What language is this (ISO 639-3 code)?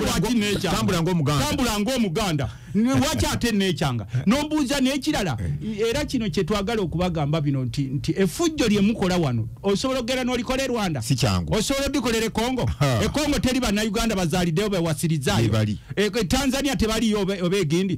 lug